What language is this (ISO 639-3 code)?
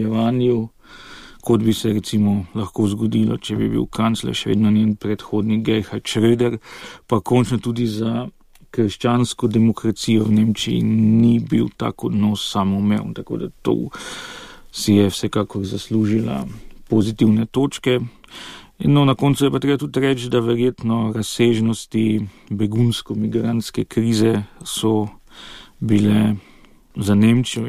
slv